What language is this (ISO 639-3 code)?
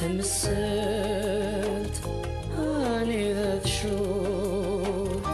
kab